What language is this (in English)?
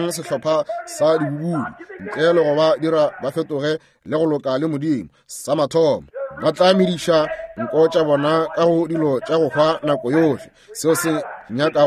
Northern Sotho